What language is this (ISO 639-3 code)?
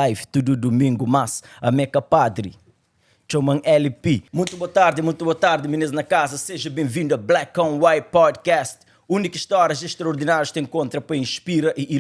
kea